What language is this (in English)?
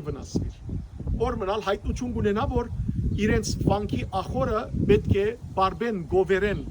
Western Armenian